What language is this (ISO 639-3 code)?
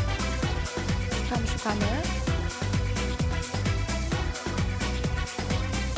pol